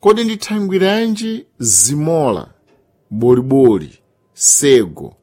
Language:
Sena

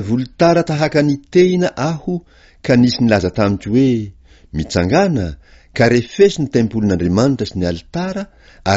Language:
Malagasy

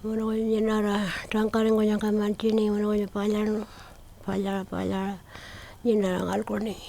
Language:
Pitjantjatjara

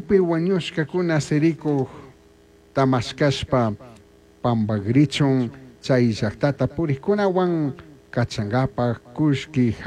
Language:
Chimborazo Highland Quichua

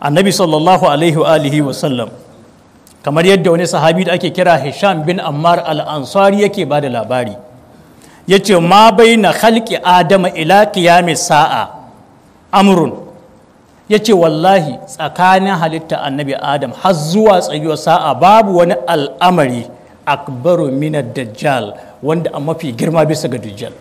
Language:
Hausa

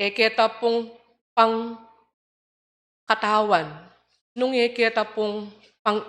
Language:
Pampanga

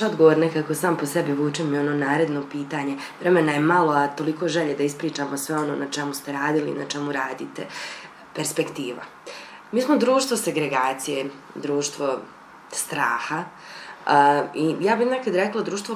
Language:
Bosnian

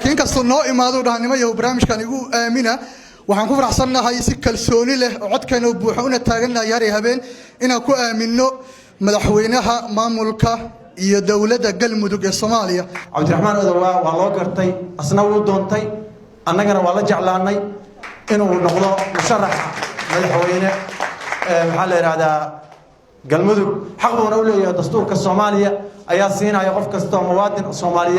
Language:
Somali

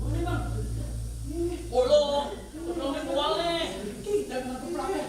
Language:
Betawi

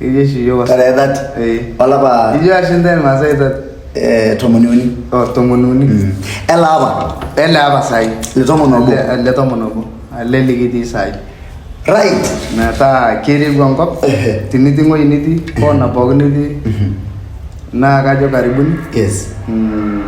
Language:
Masai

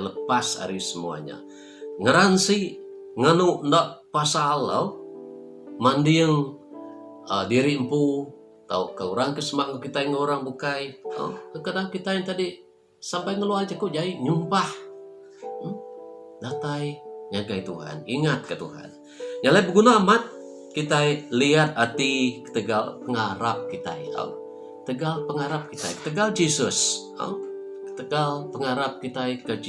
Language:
Iban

